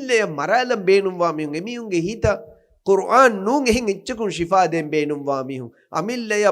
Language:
Divehi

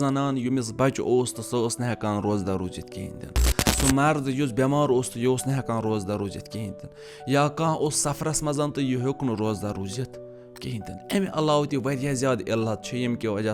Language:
Kashmiri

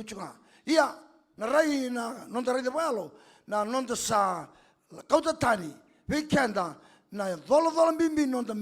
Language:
Fijian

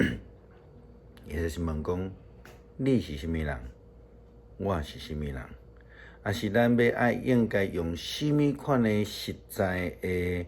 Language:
Min Nan Chinese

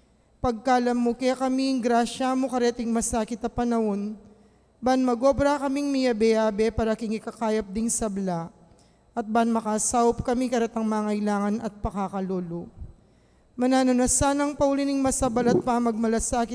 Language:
Pampanga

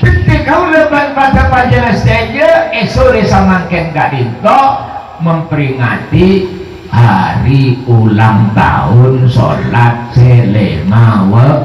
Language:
Madurese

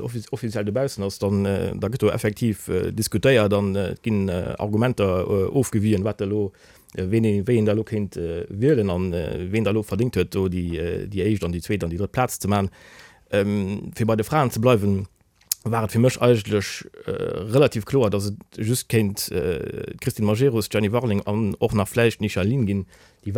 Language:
Luxembourgish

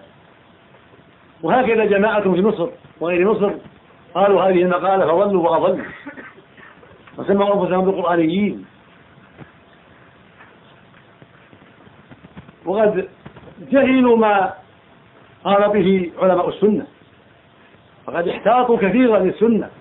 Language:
Arabic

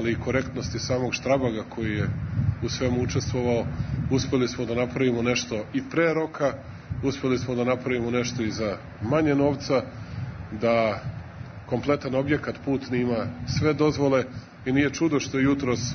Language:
Serbian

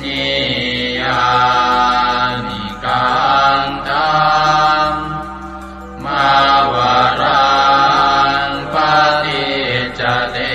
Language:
Pali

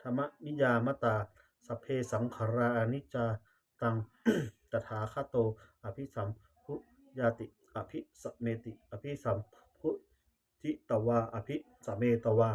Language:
Pali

